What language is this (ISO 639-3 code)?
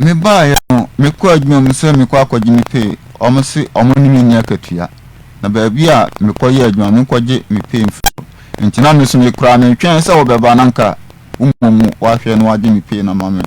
aka